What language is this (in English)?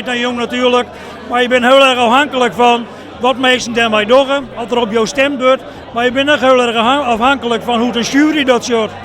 Western Frisian